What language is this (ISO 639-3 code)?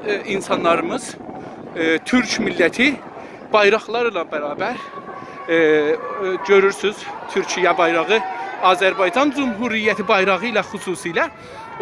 azb